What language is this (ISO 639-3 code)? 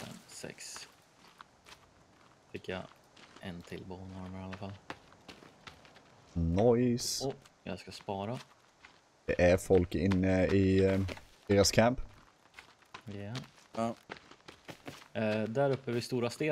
swe